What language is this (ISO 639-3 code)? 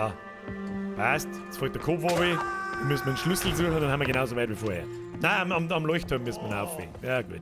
bar